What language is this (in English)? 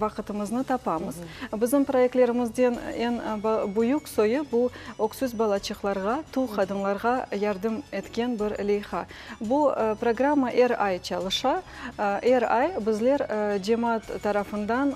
Crimean Tatar